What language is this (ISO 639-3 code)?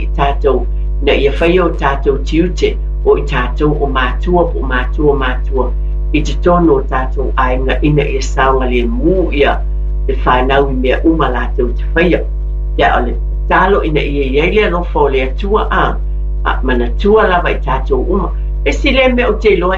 smo